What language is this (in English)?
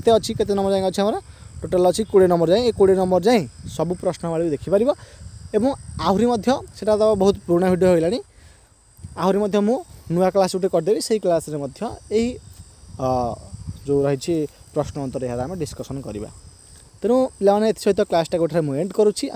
Odia